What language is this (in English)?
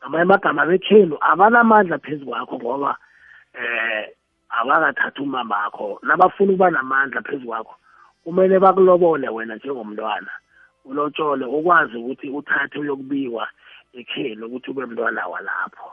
South Ndebele